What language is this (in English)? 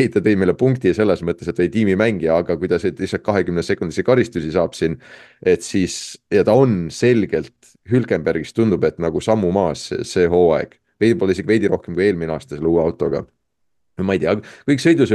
Estonian